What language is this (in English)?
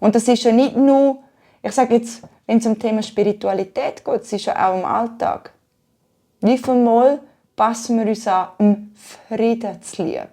Swiss German